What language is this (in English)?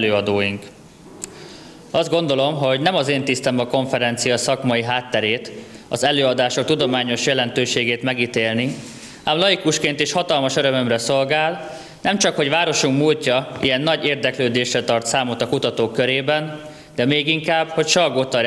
Hungarian